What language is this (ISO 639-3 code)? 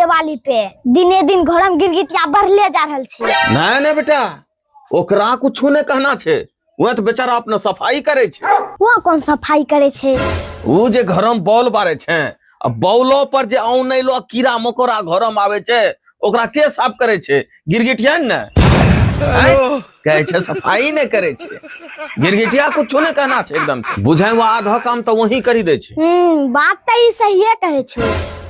anp